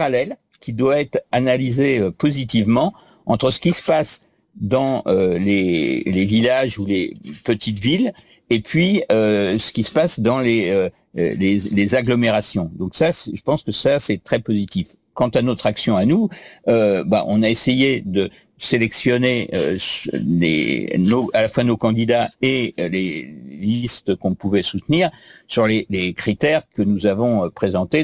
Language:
French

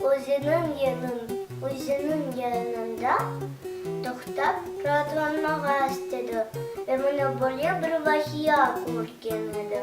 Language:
Crimean Tatar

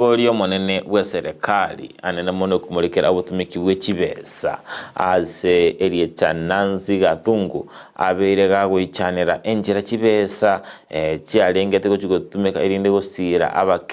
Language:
Gusii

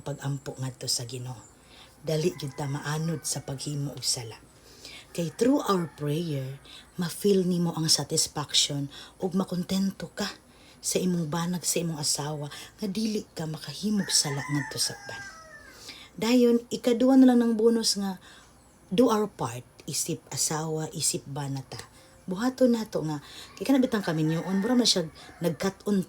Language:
Cebuano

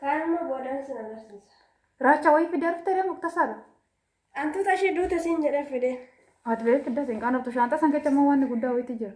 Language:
Oromo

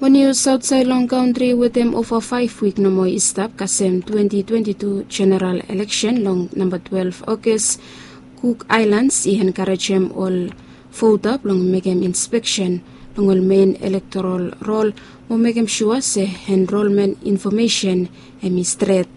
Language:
Bislama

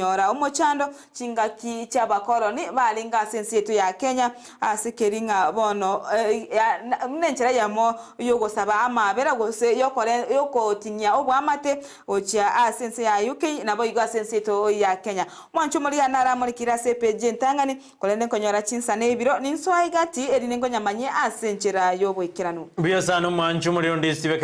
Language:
Gusii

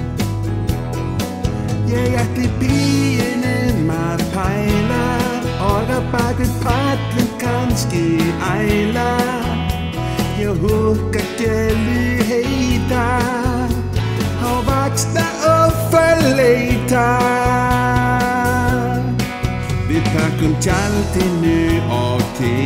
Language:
Icelandic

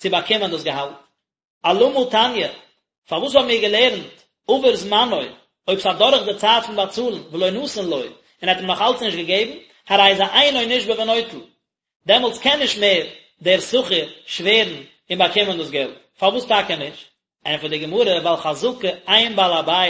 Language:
Yiddish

